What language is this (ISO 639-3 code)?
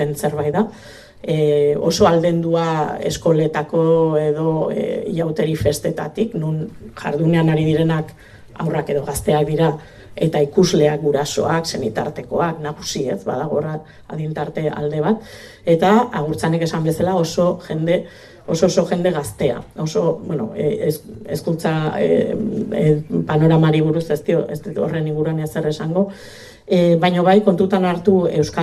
eus